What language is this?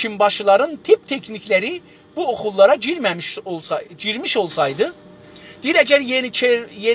South Azerbaijani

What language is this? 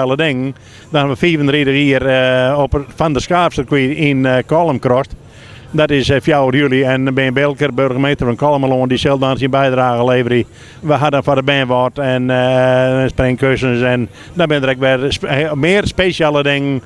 Western Frisian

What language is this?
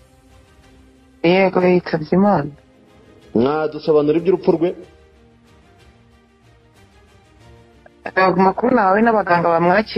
Kinyarwanda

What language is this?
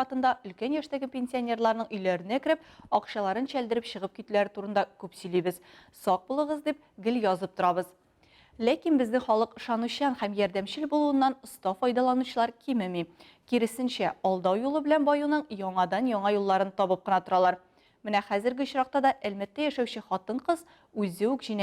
Tatar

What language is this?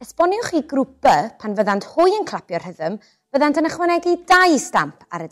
Welsh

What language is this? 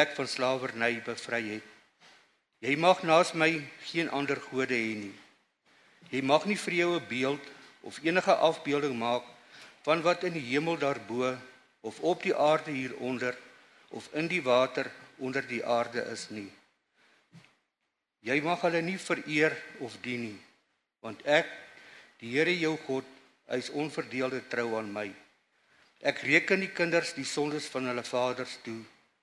Afrikaans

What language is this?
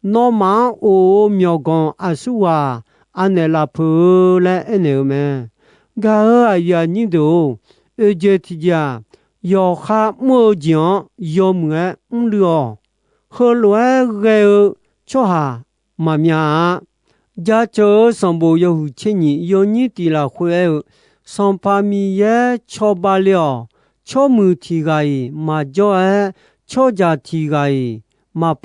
Akha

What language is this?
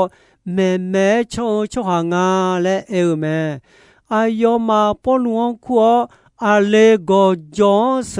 Akha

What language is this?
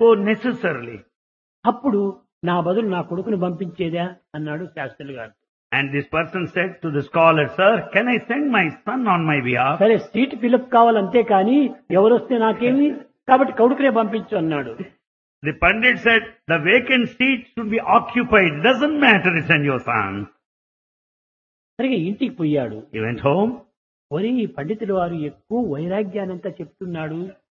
Telugu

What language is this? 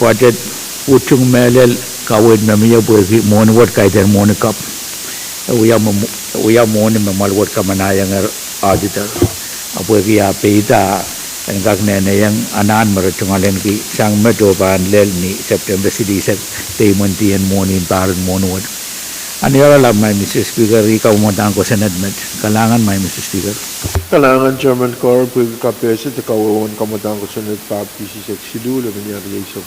Pohnpeian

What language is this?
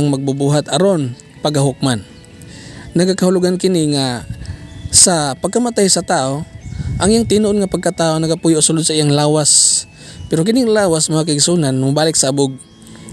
Cebuano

